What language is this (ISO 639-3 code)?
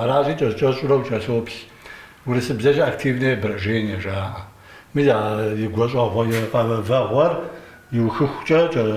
kbd